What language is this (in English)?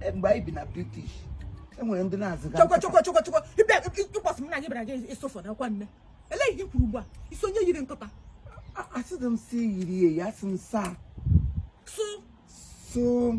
Igbo